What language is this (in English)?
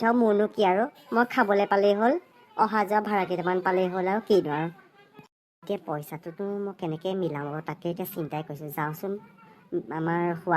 Assamese